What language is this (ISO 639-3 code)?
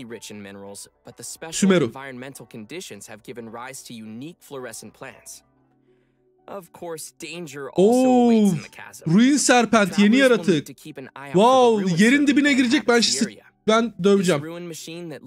tur